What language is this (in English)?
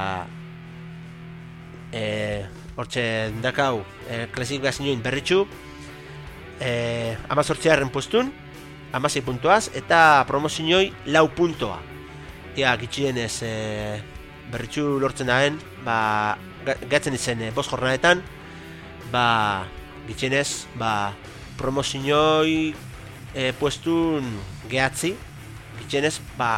Basque